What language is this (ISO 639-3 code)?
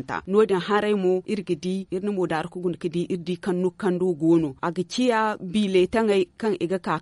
dje